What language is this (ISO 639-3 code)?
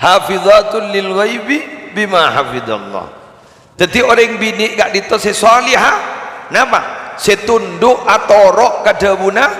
mad